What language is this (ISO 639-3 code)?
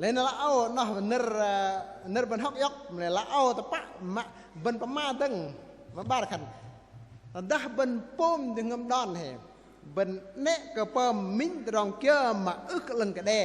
bdq